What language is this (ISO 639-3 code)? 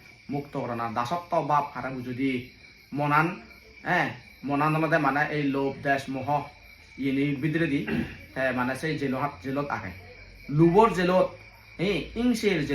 ccp